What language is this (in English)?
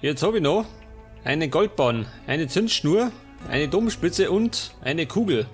Bavarian